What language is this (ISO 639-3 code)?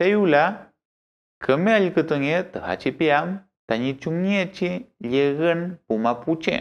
arn